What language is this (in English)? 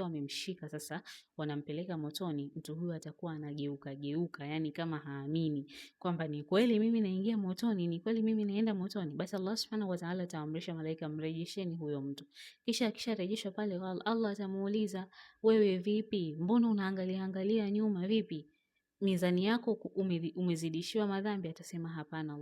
Swahili